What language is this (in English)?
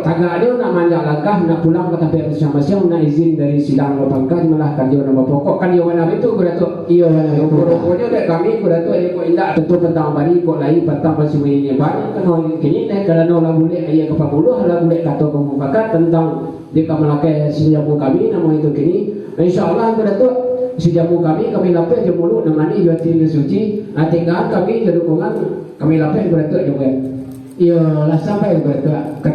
Minangkabau